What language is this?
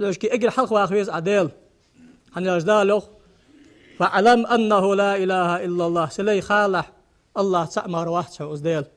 Ingush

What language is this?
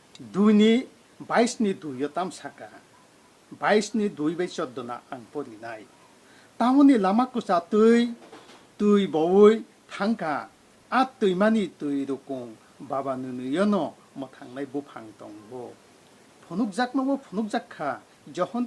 Kok Borok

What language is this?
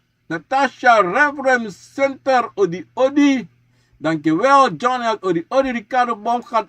Sranan Tongo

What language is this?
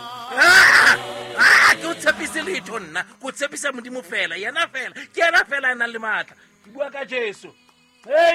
Southern Sotho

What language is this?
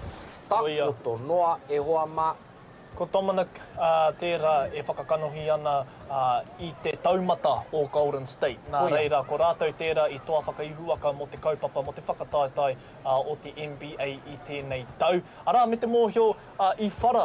Māori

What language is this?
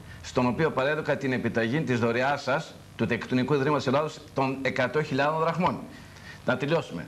Greek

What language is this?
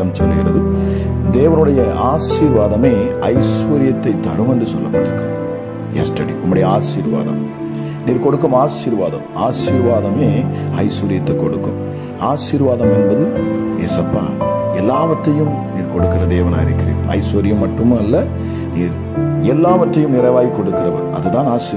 Tamil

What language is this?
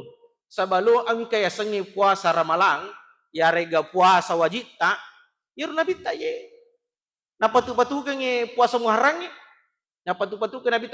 Buginese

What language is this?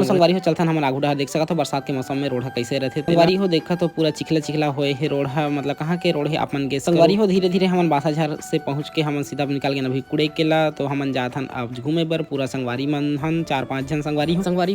Chhattisgarhi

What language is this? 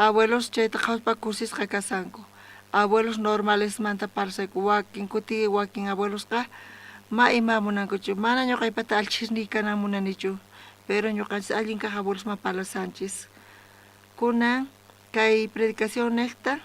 South Bolivian Quechua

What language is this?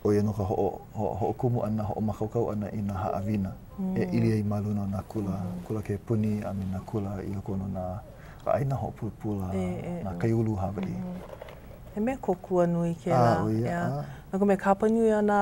Hawaiian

